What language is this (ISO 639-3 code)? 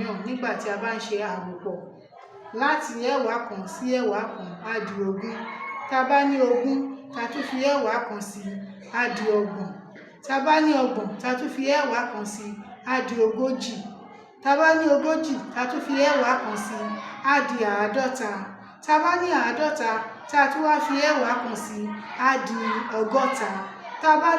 yor